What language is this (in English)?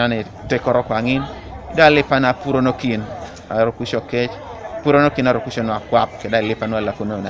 Teso